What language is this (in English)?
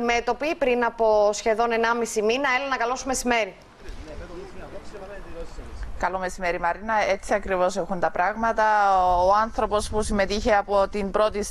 Greek